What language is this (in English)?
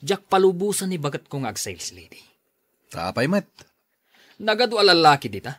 Iloko